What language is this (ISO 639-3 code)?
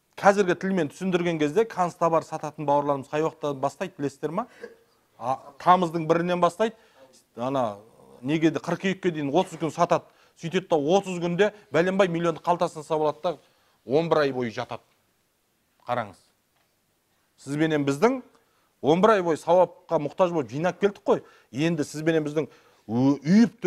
kaz